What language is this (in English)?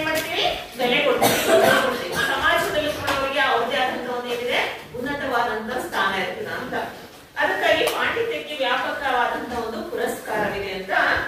Kannada